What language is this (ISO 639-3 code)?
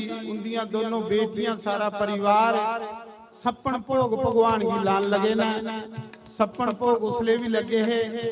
doi